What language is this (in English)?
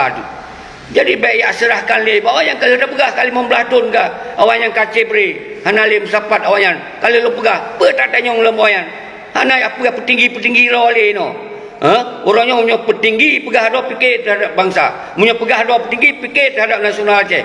Achinese